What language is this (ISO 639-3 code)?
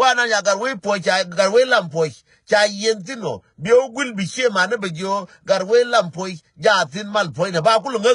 nus